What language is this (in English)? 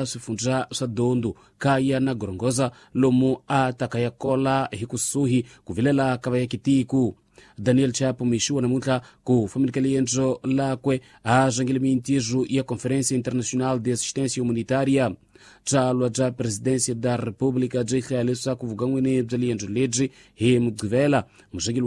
Tsonga